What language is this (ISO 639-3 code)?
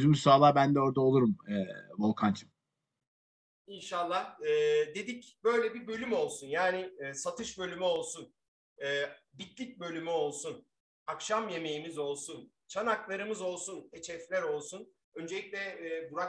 tur